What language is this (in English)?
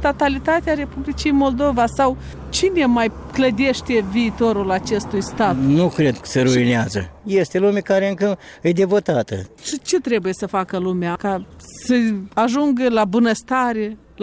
Romanian